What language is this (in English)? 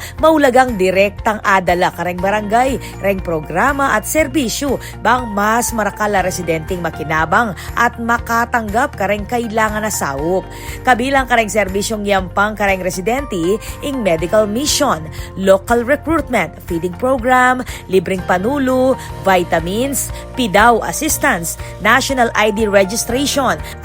Pampanga